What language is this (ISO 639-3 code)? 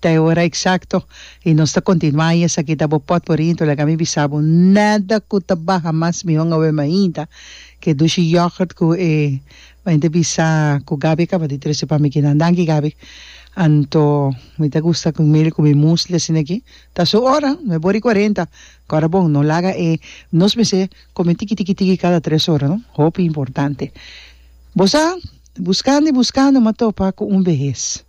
pap